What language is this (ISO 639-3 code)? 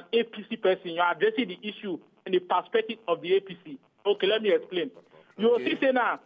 pcm